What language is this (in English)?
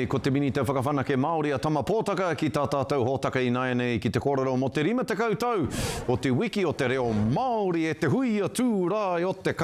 Māori